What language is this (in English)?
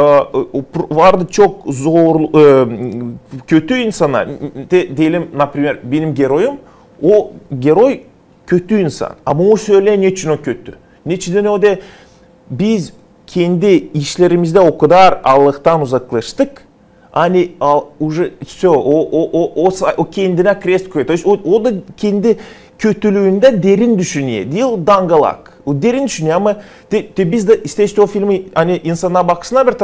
Gagauz